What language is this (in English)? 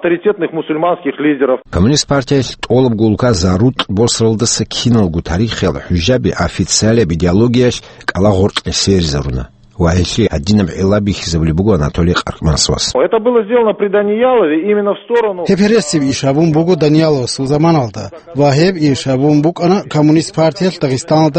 Avaric